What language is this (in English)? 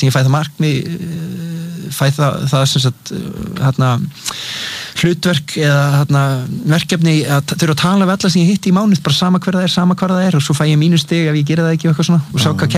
Icelandic